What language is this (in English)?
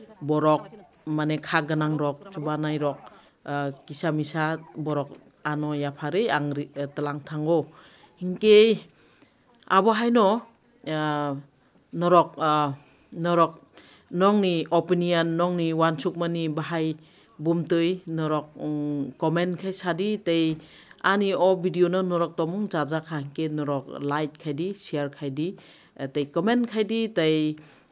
Kok Borok